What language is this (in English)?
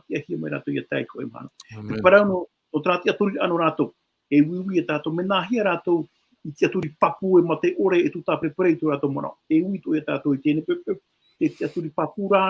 Tahitian